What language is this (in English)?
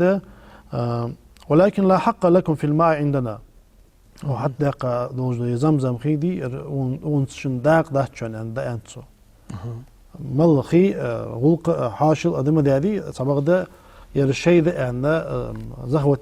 Ingush